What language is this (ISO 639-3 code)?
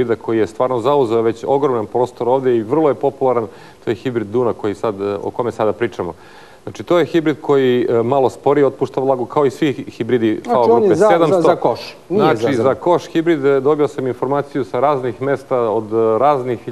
srp